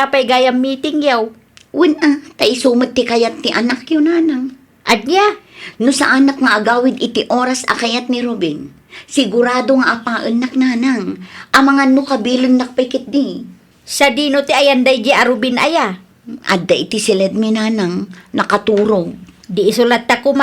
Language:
Iloko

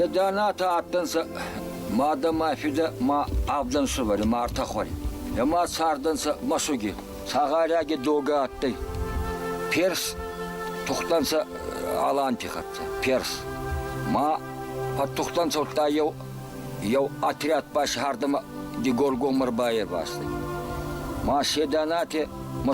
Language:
Ossetic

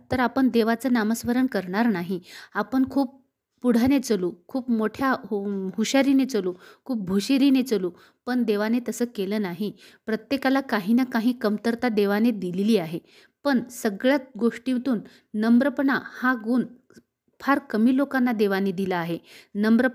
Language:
Marathi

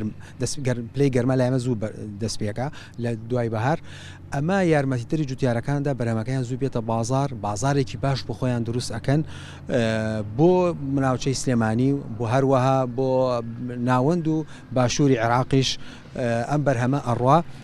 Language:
Central Kurdish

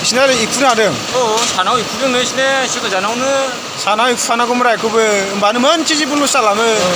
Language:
Bodo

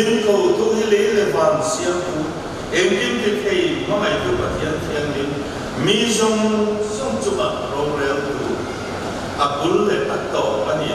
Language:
Mizo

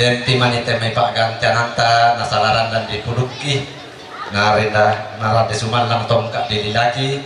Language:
Toraja-Sa'dan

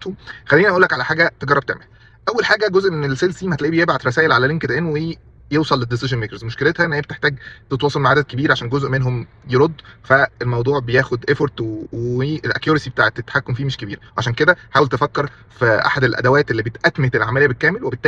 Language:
Egyptian Arabic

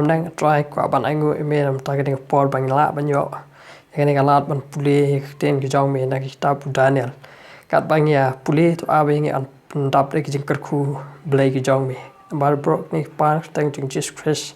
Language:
Khasi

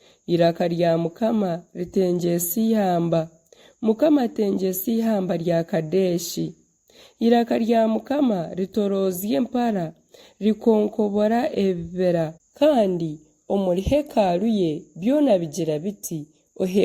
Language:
Nyankole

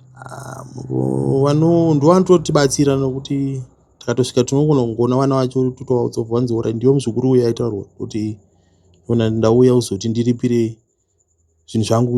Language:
Shona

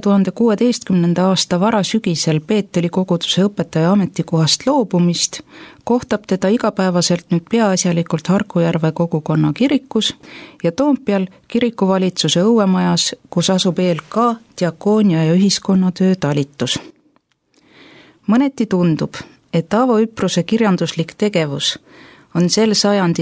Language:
Estonian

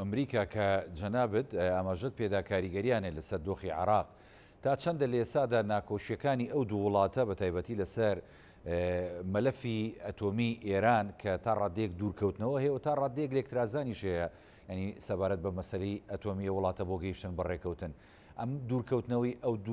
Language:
Central Kurdish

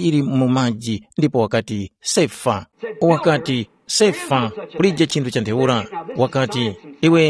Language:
Tumbuka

